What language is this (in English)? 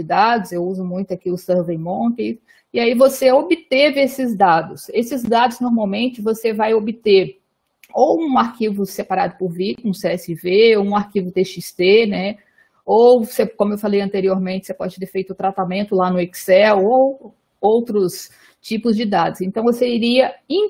Portuguese